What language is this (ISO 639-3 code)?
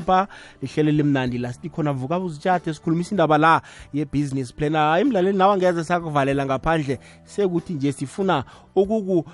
nbl